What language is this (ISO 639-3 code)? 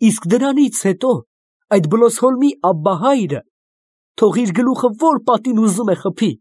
hye